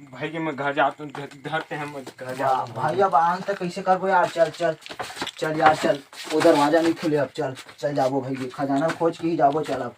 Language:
Chhattisgarhi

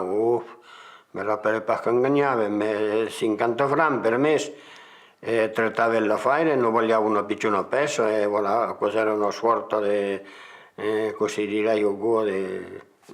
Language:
Occitan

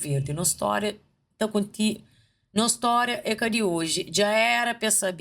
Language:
Kabuverdianu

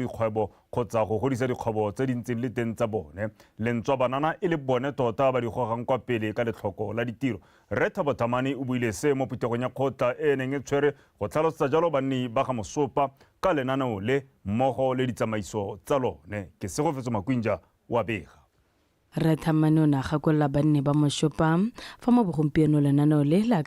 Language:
Tswana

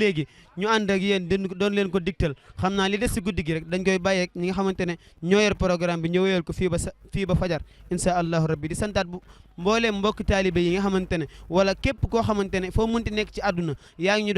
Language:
Wolof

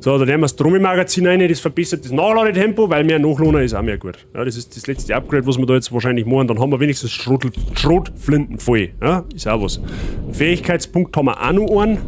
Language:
Bavarian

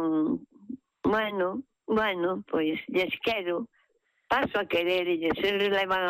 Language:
Galician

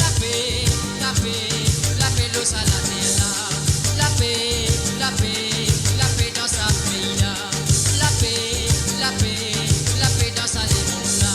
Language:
Morisyen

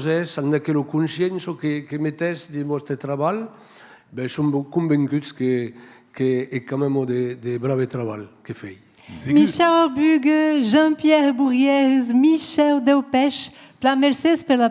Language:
Occitan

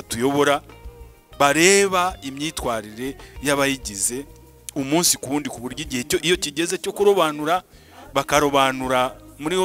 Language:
Kinyarwanda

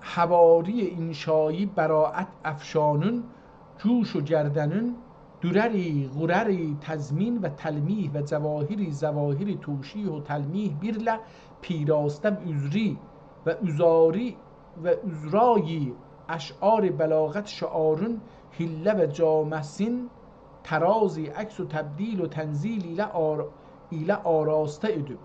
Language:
South Azerbaijani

